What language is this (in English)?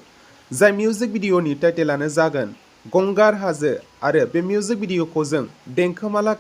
Bodo